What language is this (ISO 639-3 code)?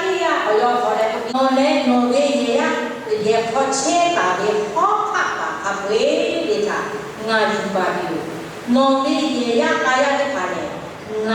lhu